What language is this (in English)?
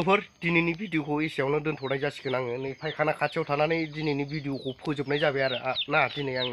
Bodo